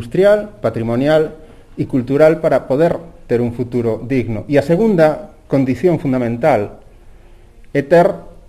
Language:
Galician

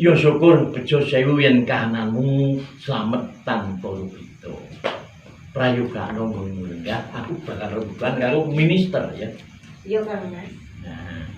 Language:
Javanese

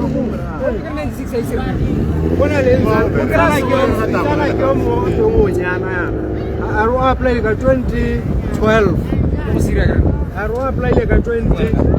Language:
Tswana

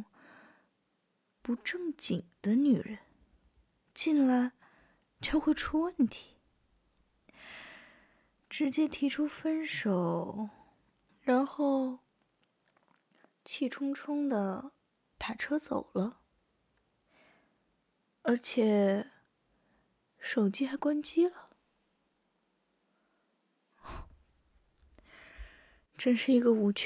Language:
Chinese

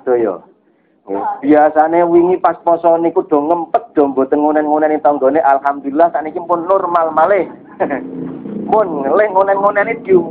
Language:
Javanese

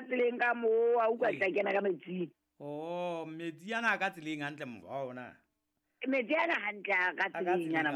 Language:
Southern Sotho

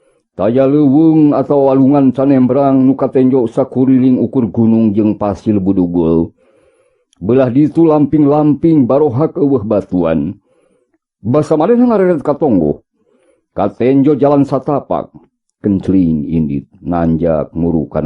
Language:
Sundanese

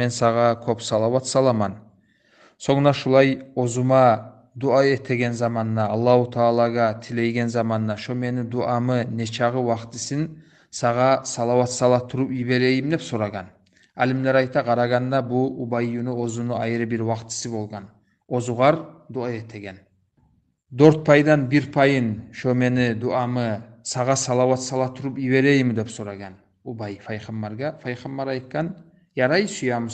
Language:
Kumyk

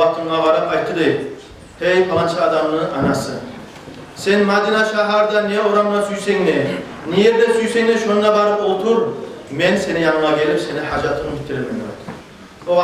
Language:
Kumyk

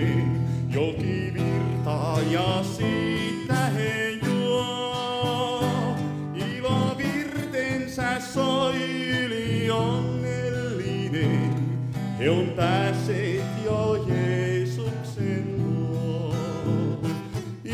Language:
Finnish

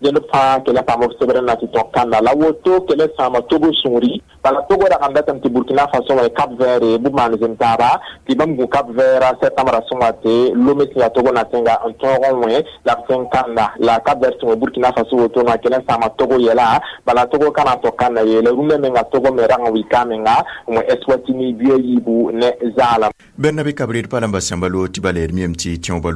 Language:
Mossi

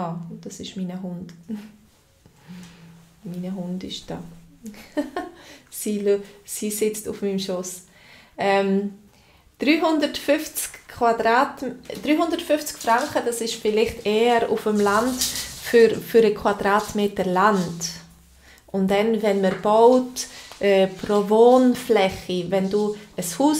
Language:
Swiss German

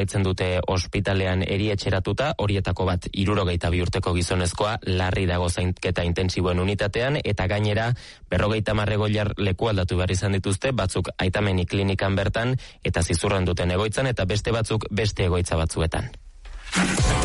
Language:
Basque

